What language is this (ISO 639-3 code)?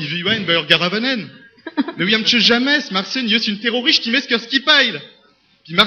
bre